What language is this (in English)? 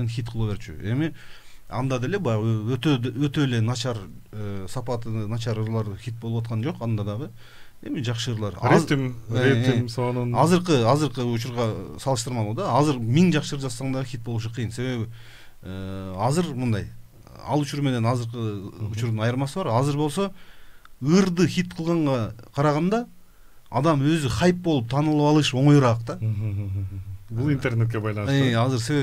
Kyrgyz